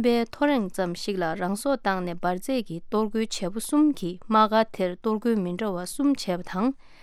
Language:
Tibetan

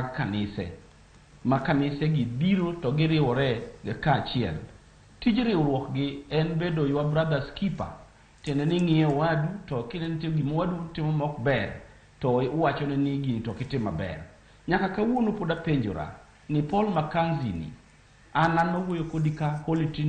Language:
Luo (Kenya and Tanzania)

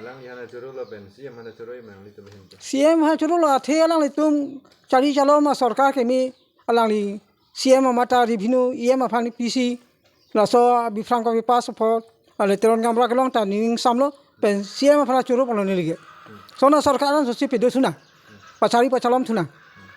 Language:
Karbi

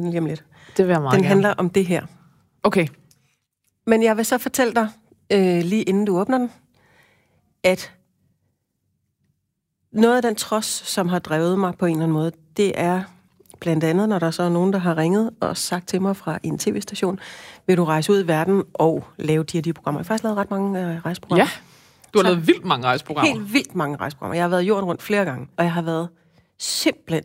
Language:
Danish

